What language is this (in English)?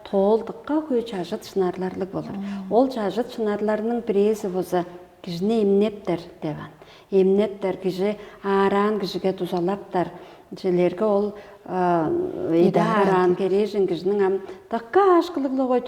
Tuvinian